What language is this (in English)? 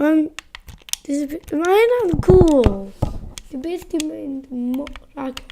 Welsh